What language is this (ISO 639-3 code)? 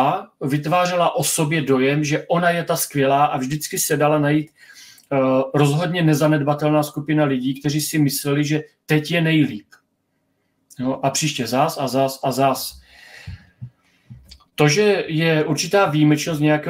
ces